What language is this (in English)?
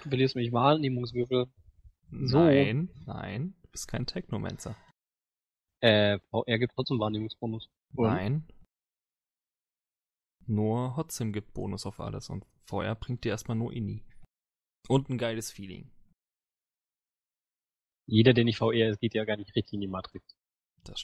German